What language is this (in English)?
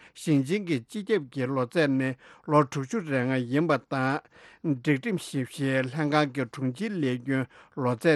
Tibetan